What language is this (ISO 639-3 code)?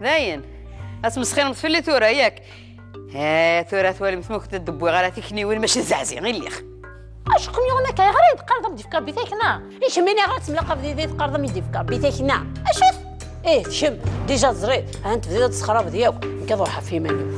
kab